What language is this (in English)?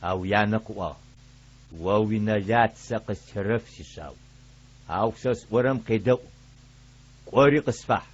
Adyghe